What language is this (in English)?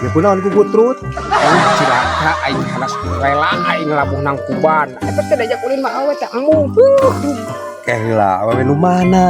Sundanese